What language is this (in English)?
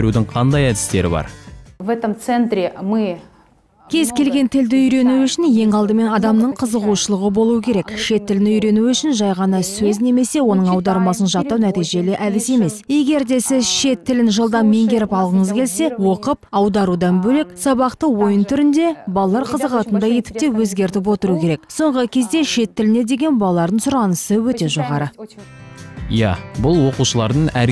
Kazakh